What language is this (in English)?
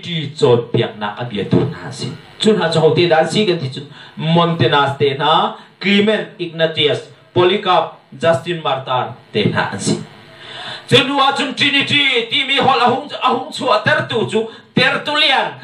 Hakha Chin